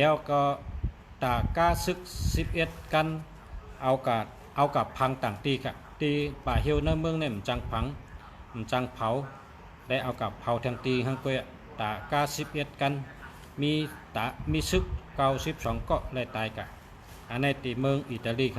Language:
Shan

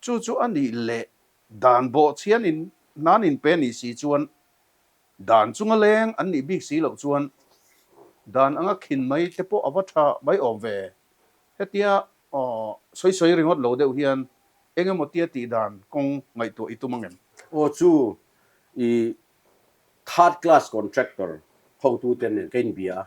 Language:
Mizo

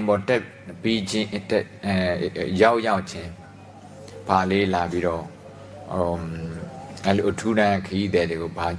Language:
Burmese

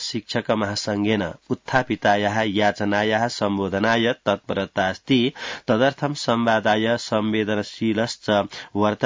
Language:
Sanskrit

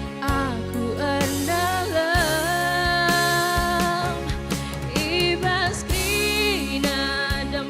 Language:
Batak Karo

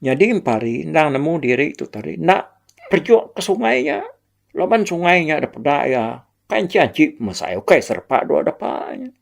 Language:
Iban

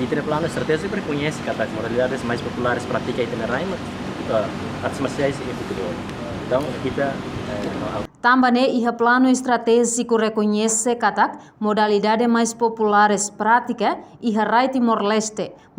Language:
Tetum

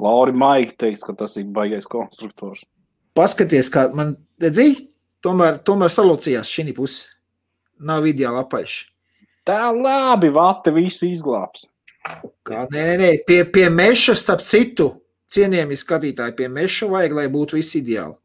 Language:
Latvian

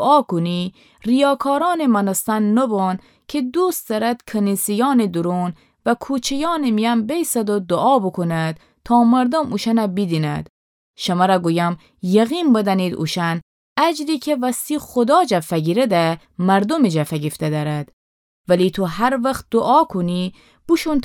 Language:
Gilaki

